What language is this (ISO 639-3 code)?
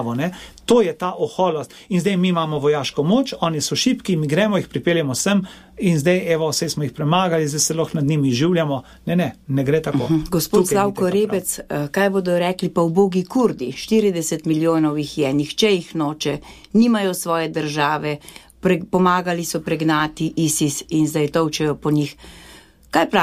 slv